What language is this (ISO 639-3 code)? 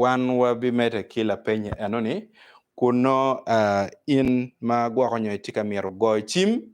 ach